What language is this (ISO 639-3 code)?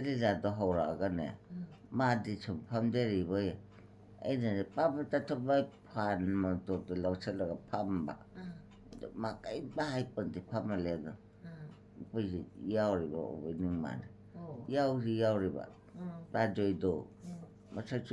mni